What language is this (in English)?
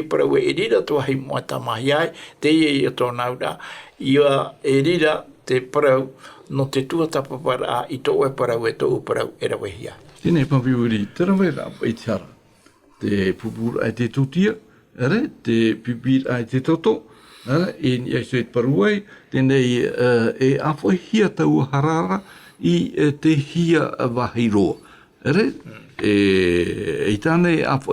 Tahitian